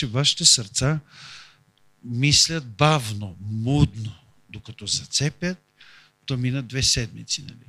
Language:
Bulgarian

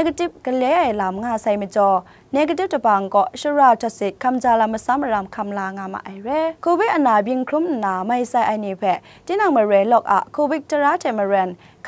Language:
Kachin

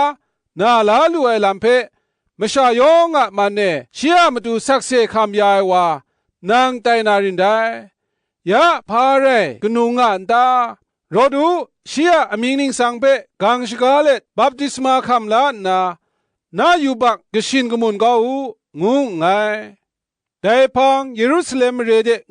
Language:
Kachin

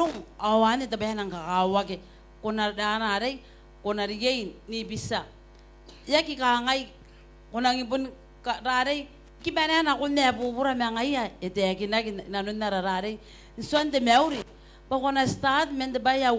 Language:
Gilbertese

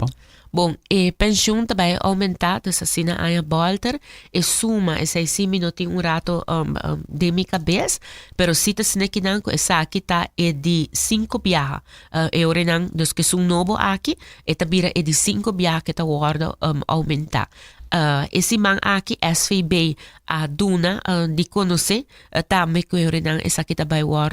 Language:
Papiamento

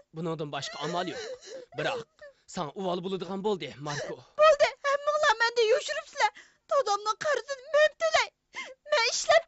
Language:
Uyghur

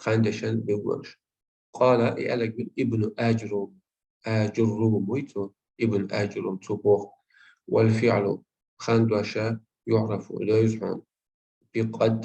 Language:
Chechen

